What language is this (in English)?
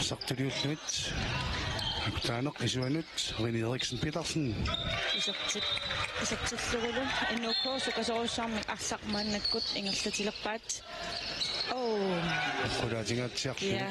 Kalaallisut